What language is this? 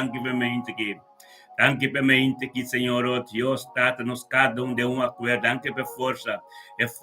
Papiamento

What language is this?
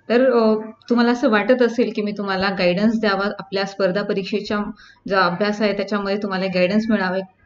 Marathi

